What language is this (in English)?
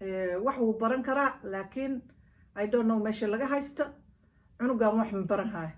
Somali